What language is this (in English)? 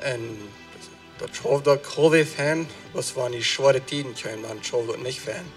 Plautdietsch